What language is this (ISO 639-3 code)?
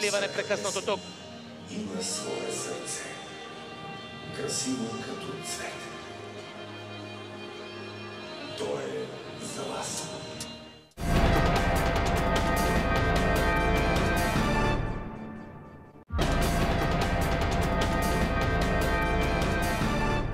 bul